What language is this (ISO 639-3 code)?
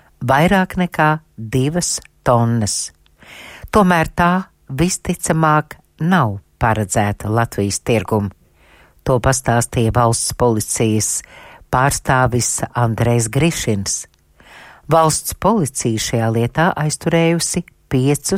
lav